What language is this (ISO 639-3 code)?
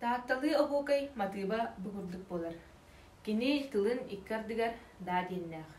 sah